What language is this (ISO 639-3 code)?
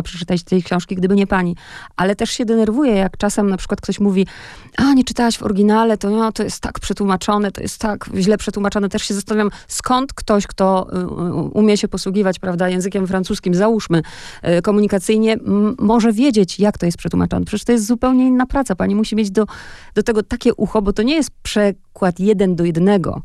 pol